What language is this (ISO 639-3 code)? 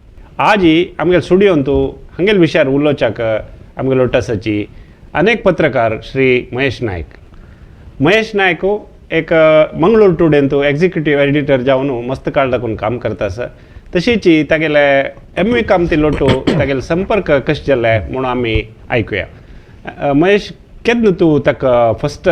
kok